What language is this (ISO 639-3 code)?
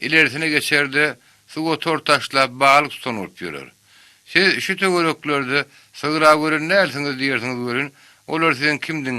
tuk